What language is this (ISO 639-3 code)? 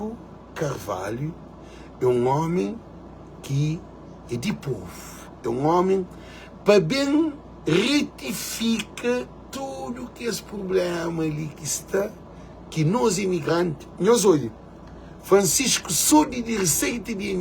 kea